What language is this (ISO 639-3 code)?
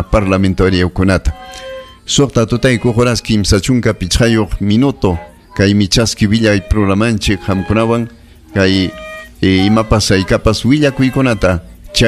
quy